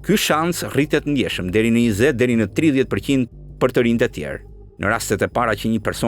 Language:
Albanian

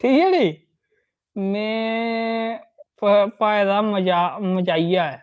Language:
Dogri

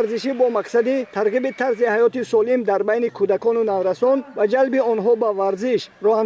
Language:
Tajik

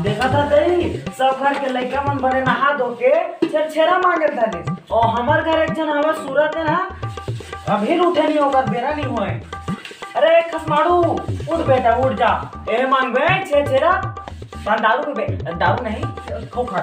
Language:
Chhattisgarhi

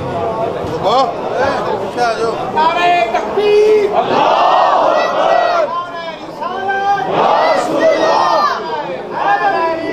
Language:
Urdu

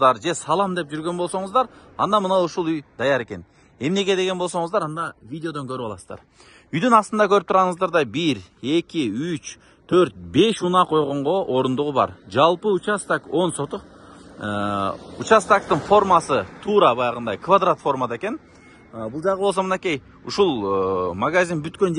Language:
Kyrgyz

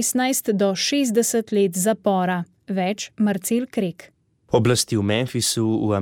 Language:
Slovenian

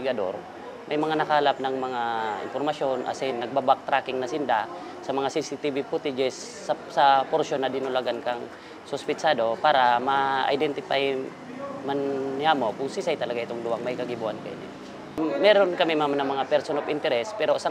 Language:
Bikol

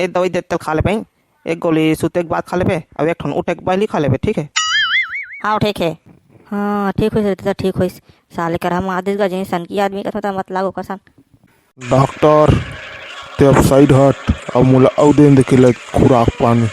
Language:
Chhattisgarhi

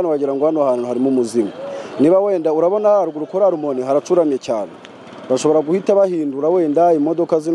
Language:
Kinyarwanda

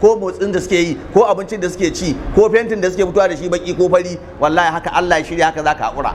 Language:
Hausa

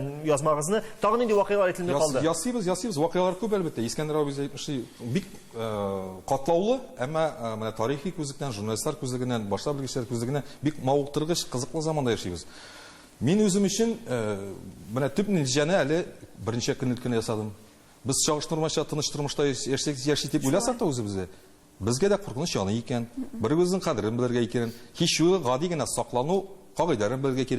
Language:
Tatar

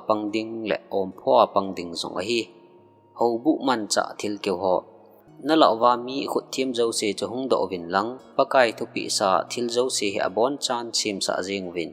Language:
Thado Chin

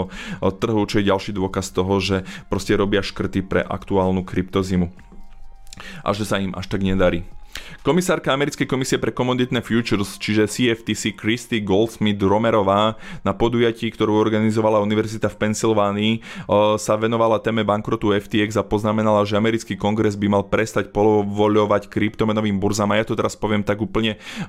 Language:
Slovak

